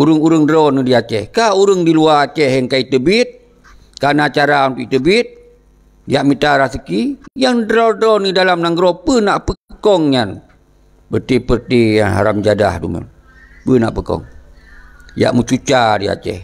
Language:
Achinese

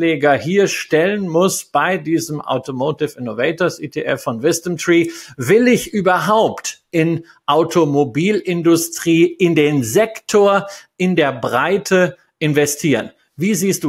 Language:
German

